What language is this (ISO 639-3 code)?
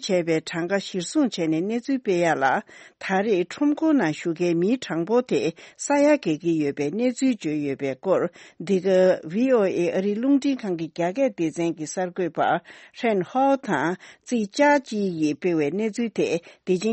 bod